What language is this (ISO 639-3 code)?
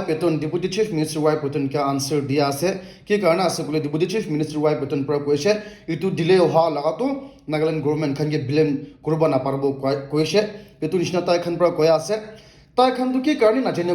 nag